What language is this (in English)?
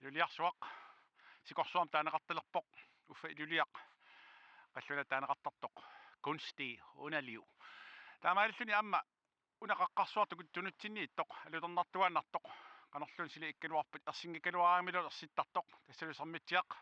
Kalaallisut